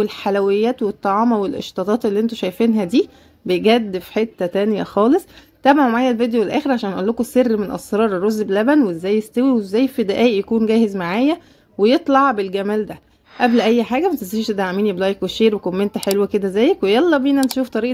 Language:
Egyptian Arabic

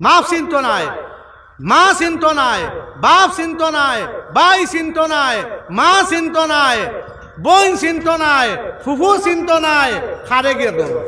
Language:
Sylheti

